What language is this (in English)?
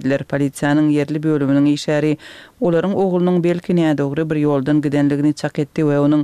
Turkmen